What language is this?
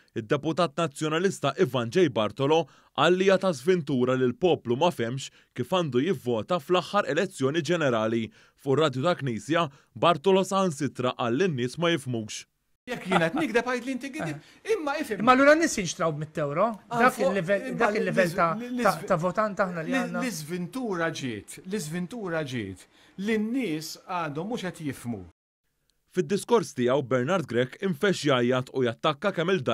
Maltese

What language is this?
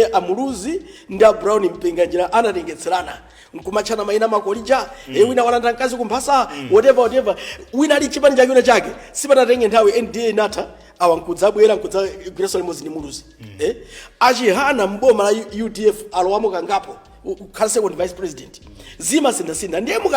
Nyanja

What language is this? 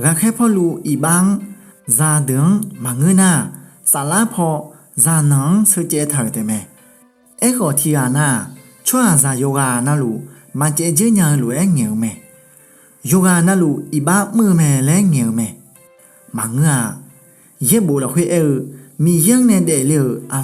Akha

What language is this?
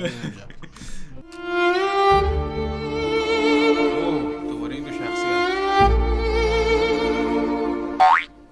Persian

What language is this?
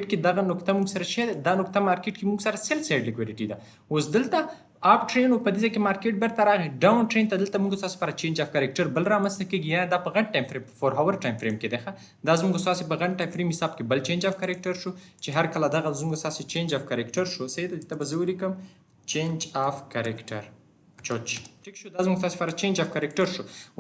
Pashto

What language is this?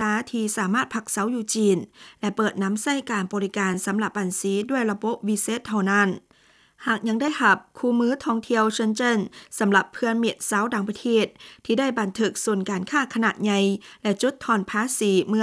Lao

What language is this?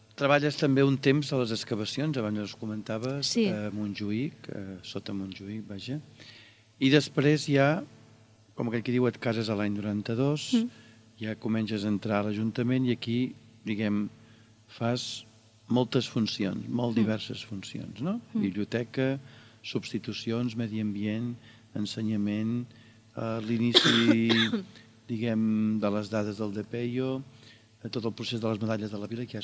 Catalan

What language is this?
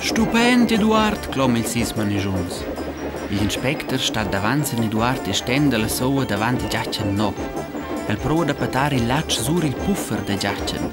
Romansh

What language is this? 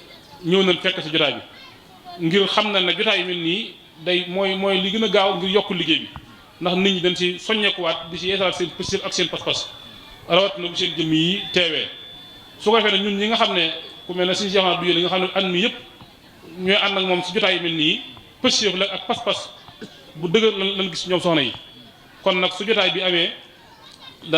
Wolof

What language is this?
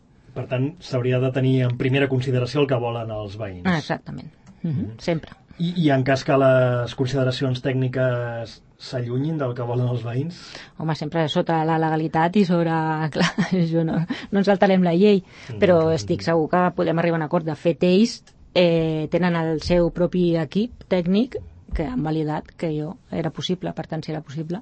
Catalan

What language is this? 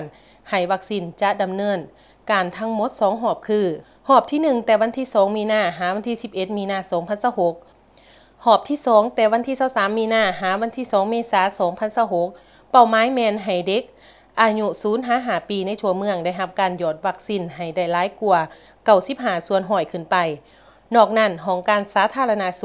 Lao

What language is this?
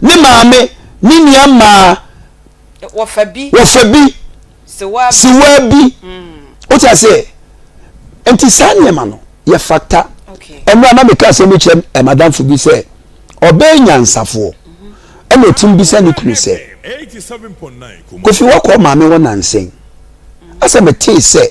Akan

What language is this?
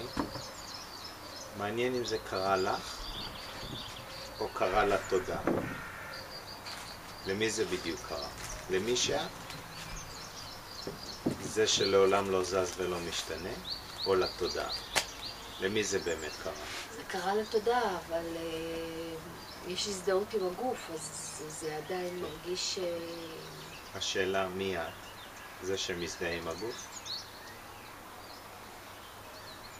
Hebrew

